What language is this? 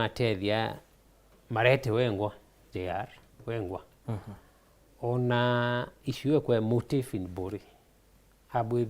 Meru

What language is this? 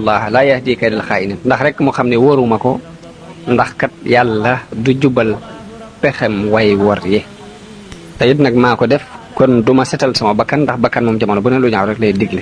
Wolof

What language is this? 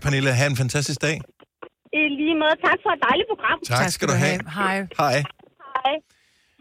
Danish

